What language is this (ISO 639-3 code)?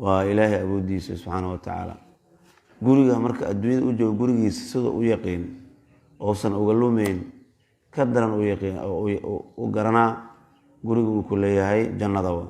som